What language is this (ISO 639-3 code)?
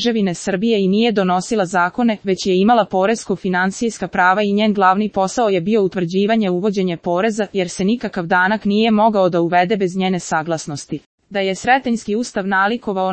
srp